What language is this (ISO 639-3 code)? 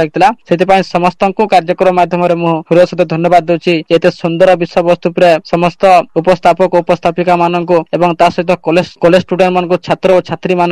ori